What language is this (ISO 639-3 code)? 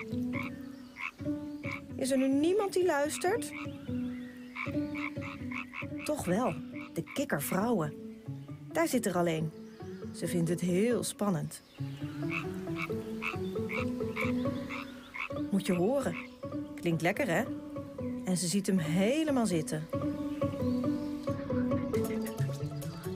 nld